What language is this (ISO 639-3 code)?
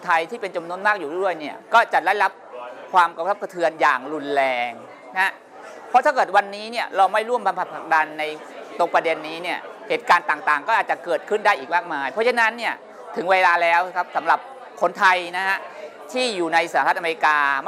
tha